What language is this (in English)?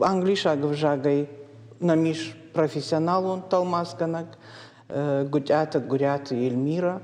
Ossetic